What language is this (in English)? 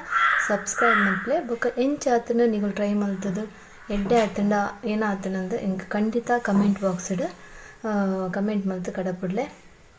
Tulu